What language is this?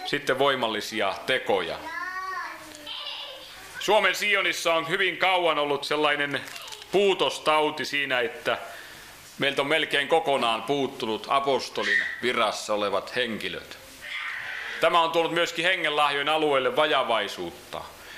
Finnish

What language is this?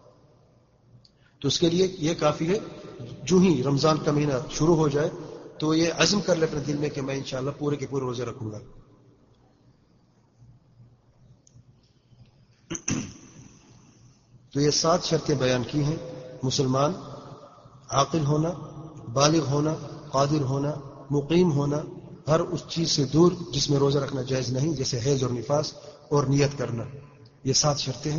Urdu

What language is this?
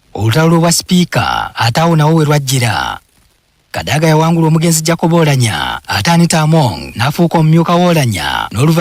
Ganda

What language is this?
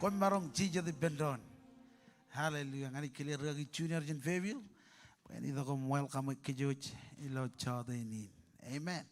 Marshallese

